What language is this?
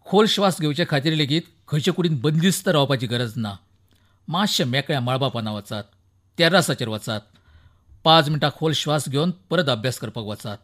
Konkani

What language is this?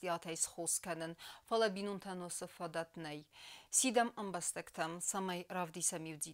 Ossetic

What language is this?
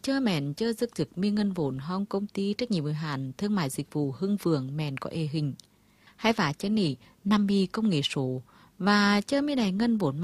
Vietnamese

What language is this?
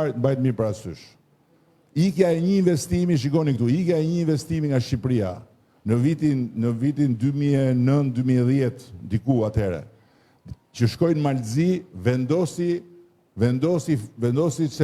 Albanian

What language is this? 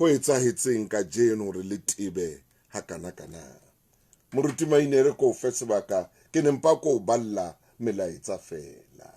Southern Sotho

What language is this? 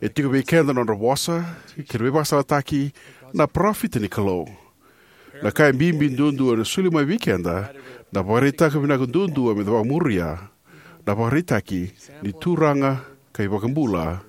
Fijian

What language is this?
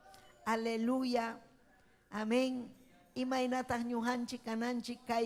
Ayacucho Quechua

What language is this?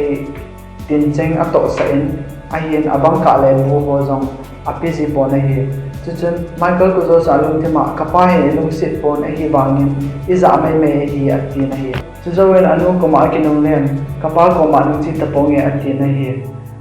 Thado Chin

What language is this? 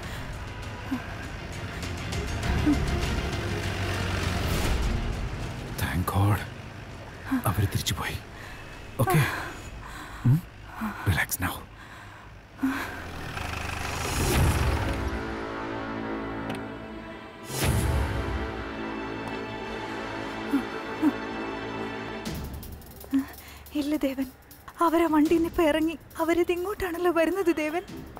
Malayalam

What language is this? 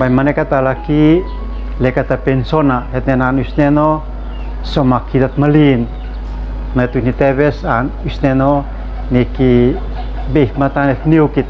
Uab Meto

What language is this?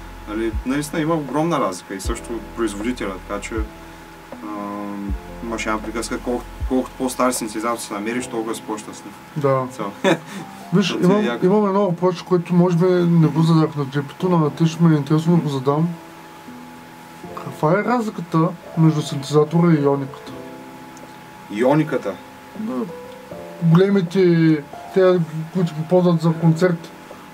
Bulgarian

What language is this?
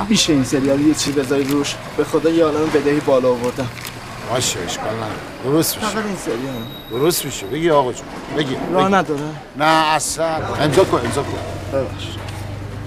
Persian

